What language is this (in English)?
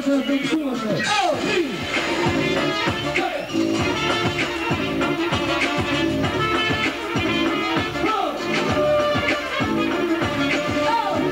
Bulgarian